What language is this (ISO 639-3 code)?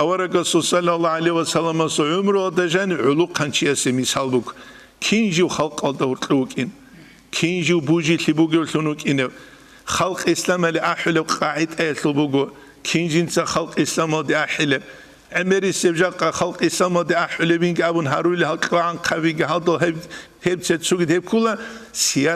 ava